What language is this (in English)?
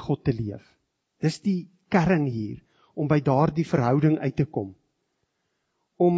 Afrikaans